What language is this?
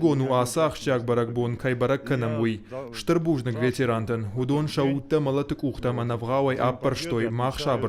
Ossetic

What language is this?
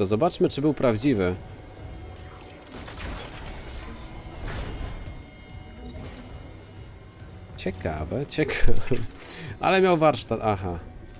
Polish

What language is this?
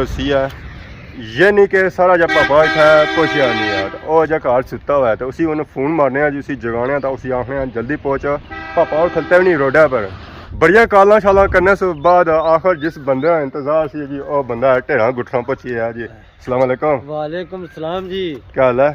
Pahari-Potwari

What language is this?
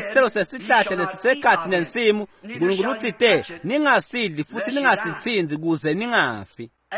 Swati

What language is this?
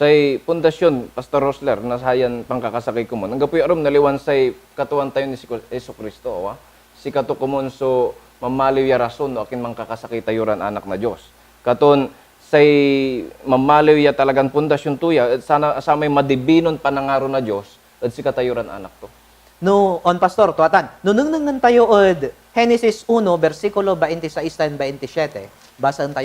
Pangasinan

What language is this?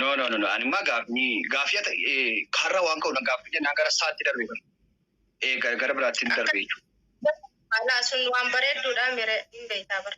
Oromo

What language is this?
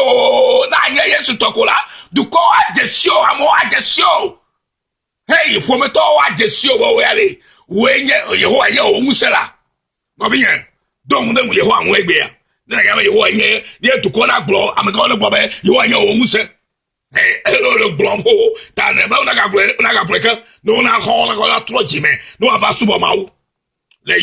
Ewe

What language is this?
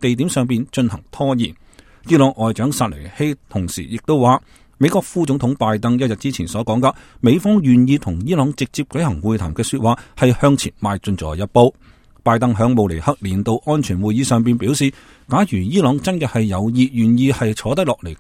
Cantonese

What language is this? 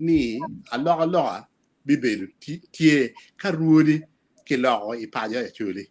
Acoli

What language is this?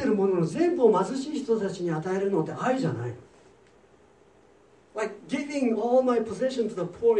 Japanese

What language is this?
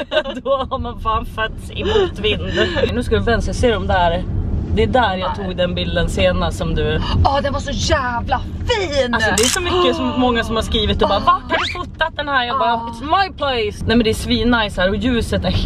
Swedish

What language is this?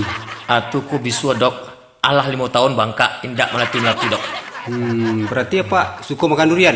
Minangkabau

